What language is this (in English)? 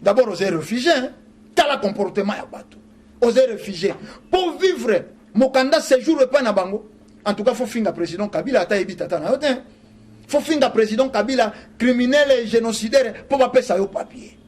Lingala